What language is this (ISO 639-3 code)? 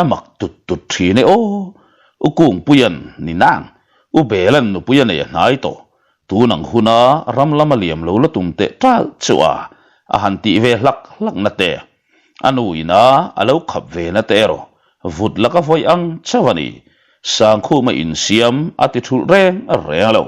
lus